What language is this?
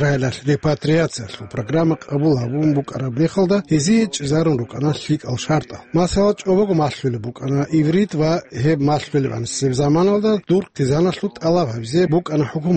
Avaric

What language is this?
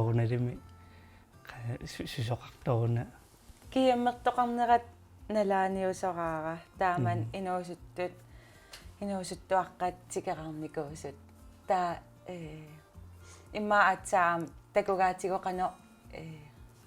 Kalaallisut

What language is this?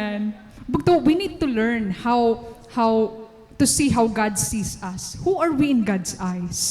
Waray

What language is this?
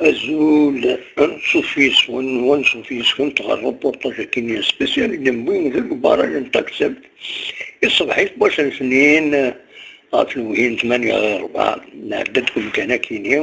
Kabyle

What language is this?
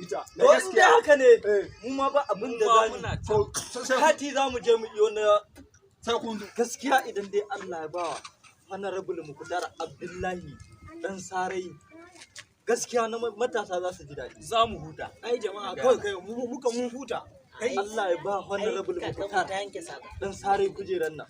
Hausa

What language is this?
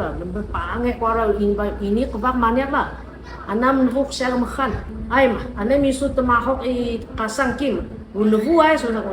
Atayal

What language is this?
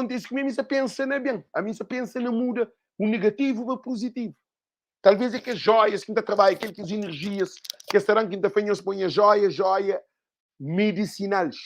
Kabuverdianu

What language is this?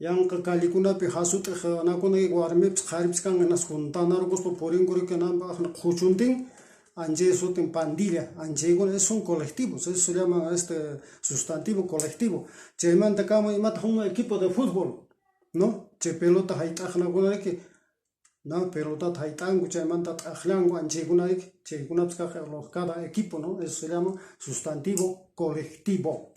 Quechua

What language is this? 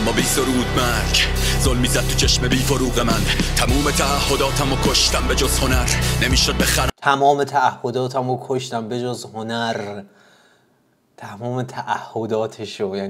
Persian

